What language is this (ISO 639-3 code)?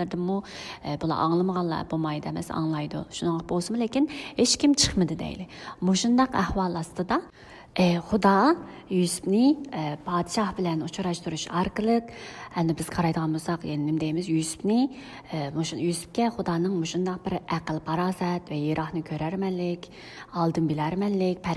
uig